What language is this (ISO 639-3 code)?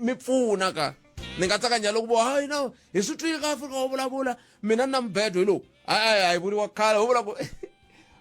tso